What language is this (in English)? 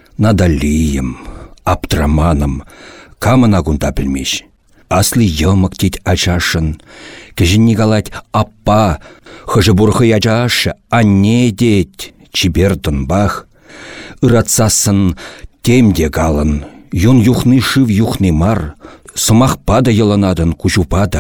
Chuvash